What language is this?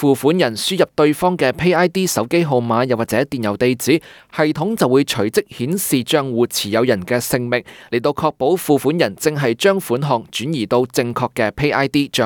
Cantonese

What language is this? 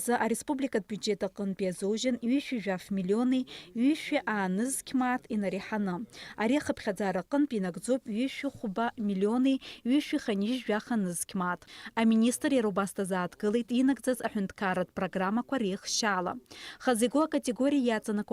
Abkhazian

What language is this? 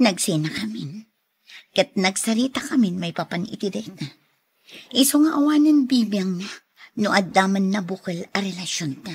Iloko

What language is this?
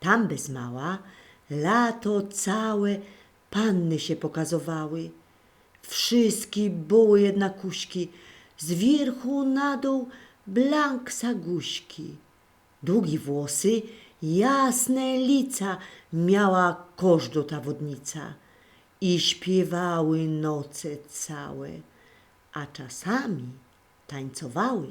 Silesian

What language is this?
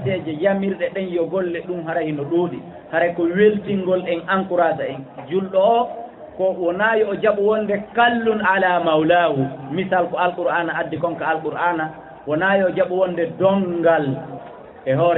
Fula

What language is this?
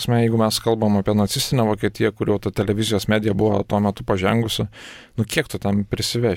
Lithuanian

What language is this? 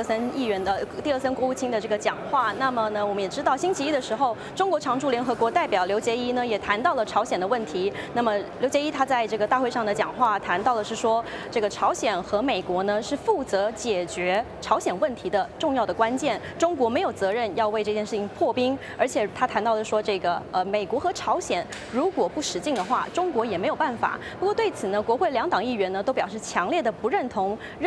Chinese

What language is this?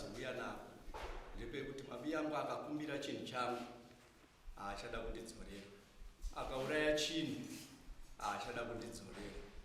Shona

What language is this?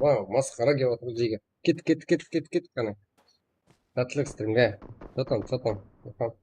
Kara-Kalpak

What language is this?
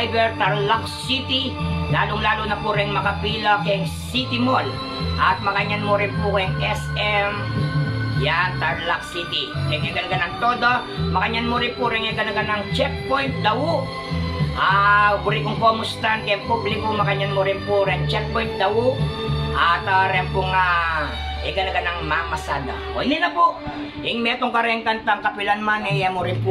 Pampanga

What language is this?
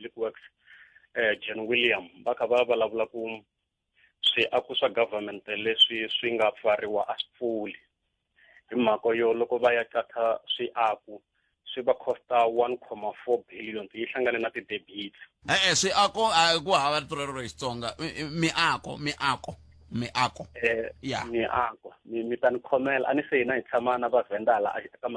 Tsonga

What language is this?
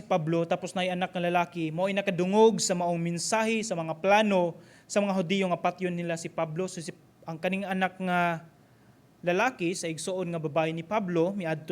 Cebuano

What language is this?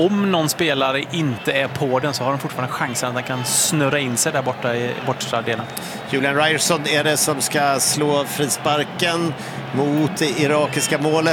Swedish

